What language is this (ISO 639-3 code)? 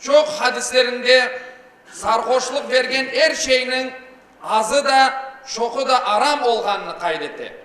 crh